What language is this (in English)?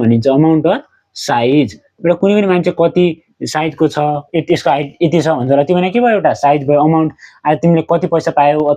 Nepali